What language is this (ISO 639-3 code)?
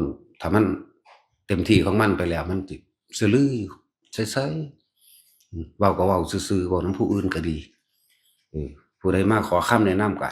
tts